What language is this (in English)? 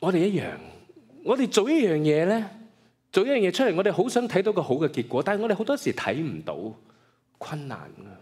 Cantonese